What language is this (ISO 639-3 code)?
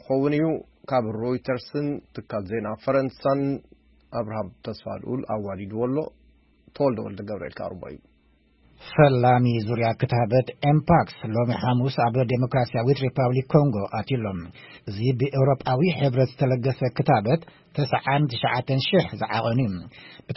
tir